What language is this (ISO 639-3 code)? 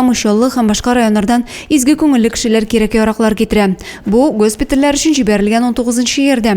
tat